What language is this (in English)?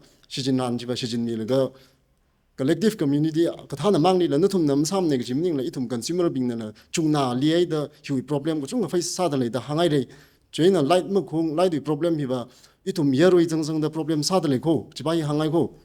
Tangkhul Naga (India)